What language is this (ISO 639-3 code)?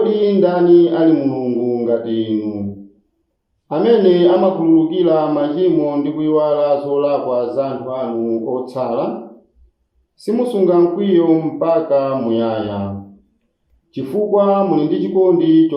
nya